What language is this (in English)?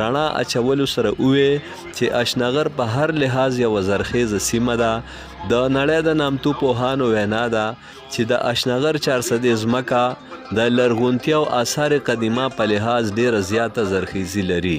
Pashto